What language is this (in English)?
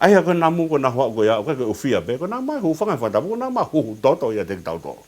Tongan